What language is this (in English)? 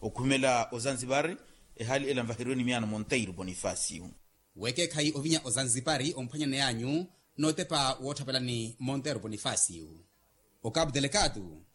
Makhuwa